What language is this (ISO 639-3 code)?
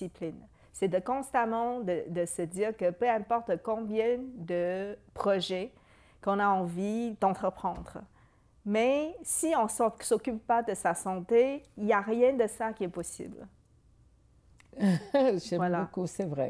fra